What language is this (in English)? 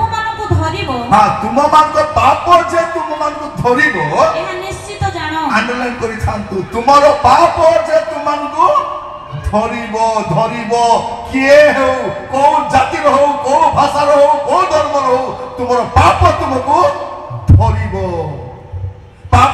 Odia